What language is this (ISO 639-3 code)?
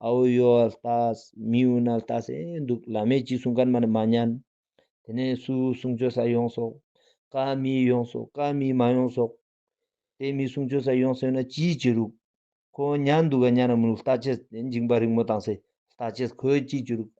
lbj